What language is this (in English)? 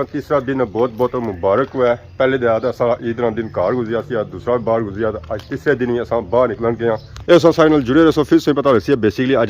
Pahari-Potwari